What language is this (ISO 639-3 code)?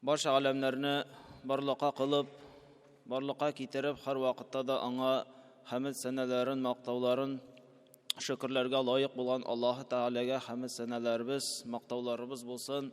tat